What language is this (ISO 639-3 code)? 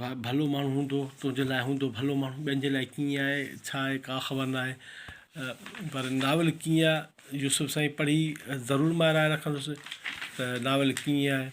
snd